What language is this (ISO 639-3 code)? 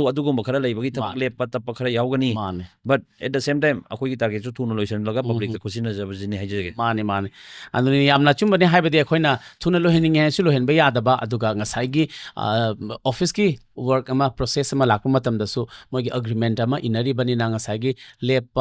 mni